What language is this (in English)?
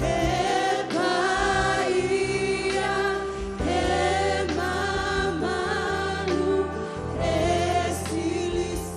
Samoan